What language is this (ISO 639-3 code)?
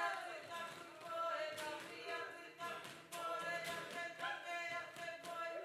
mri